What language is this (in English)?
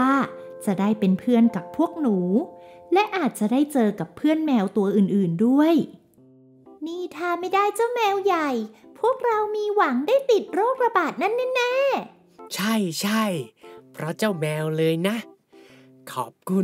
Thai